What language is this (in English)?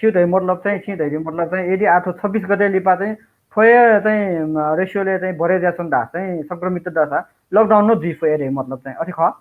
Newari